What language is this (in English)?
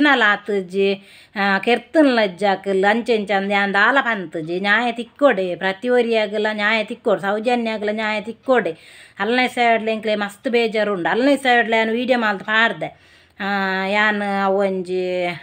Tulu